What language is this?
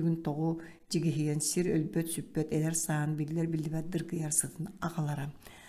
Yakut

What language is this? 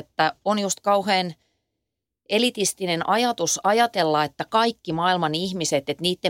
Finnish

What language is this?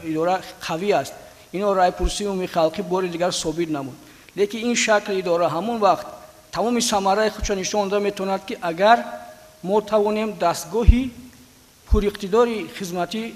Tajik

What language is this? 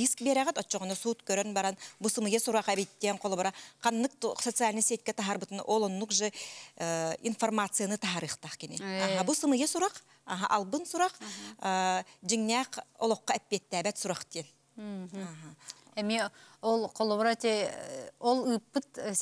Yakut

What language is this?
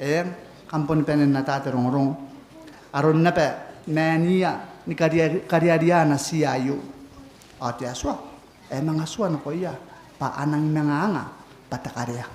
Gilbertese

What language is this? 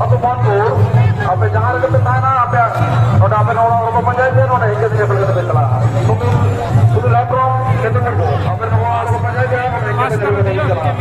Santali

